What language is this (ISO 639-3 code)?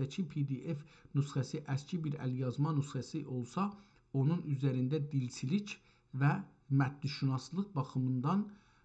azb